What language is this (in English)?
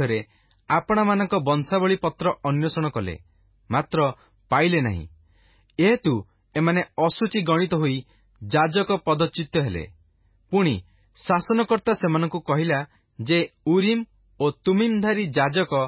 Odia